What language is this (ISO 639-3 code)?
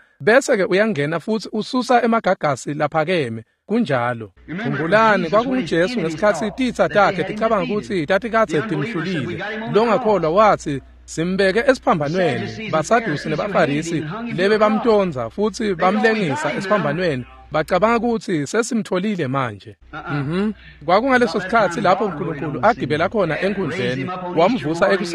ssw